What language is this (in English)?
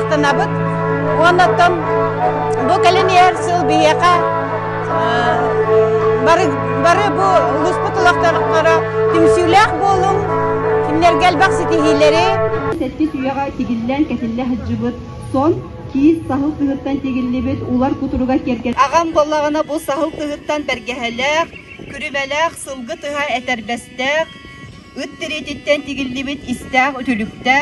Yakut